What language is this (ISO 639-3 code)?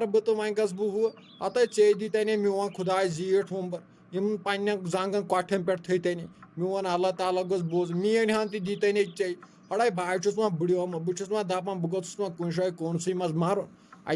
kas